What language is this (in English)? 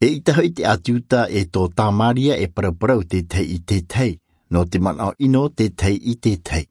Tahitian